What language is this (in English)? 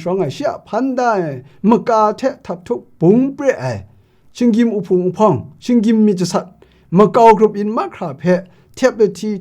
Kachin